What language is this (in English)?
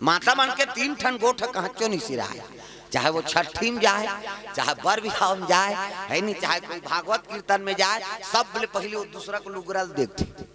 Chhattisgarhi